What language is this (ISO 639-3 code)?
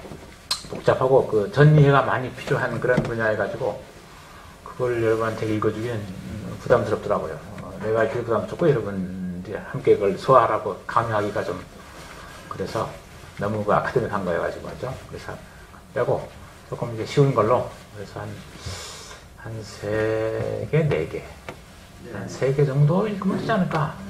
kor